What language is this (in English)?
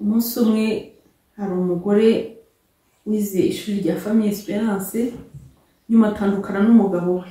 Kinyarwanda